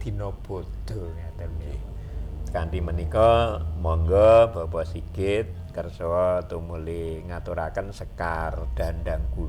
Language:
Javanese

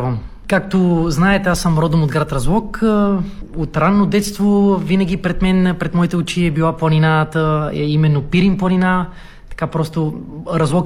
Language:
Bulgarian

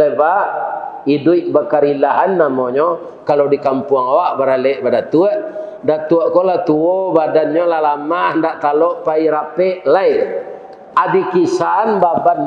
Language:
Minangkabau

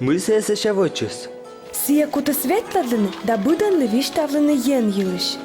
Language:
Komi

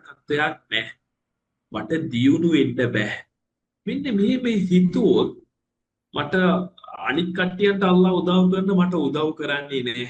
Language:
Sinhala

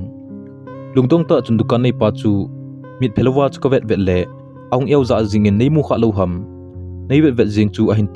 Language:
Thado Chin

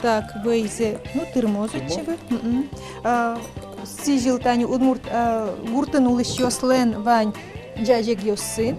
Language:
Udmurt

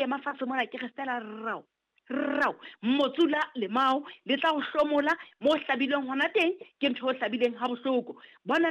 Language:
Southern Sotho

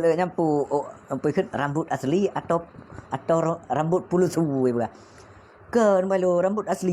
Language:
Achinese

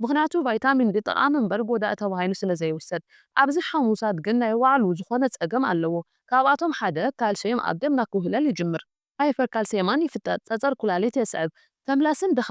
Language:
Tigrinya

